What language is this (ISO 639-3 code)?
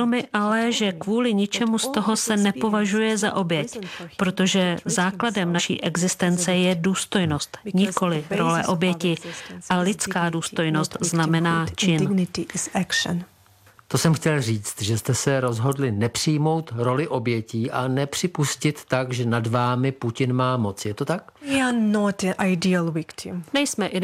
ces